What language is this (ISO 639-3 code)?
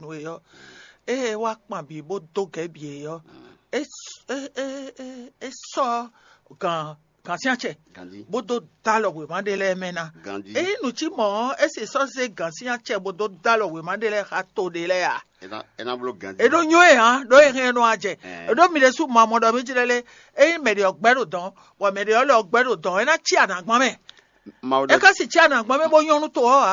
fon